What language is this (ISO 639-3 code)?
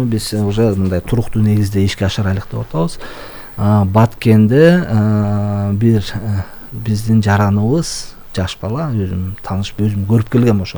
kir